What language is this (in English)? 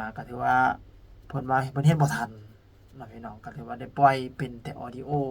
Lao